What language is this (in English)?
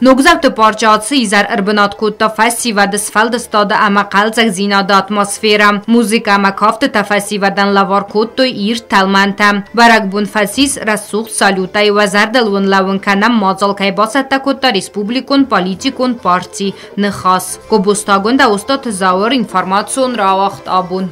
Ossetic